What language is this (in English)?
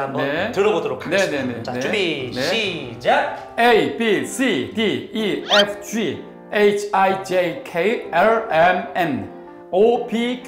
Korean